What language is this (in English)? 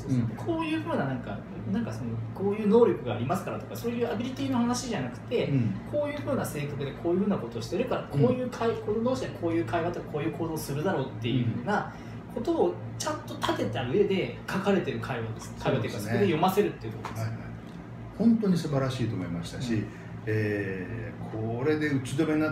Japanese